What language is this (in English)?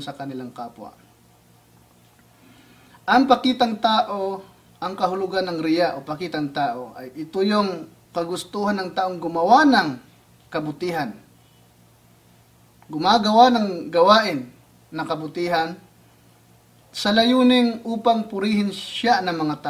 Filipino